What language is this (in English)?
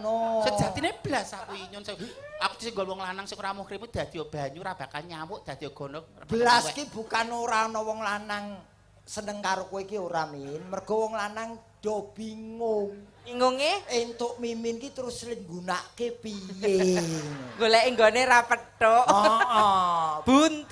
Javanese